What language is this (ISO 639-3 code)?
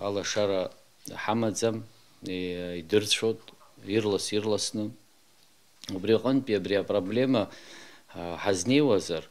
abk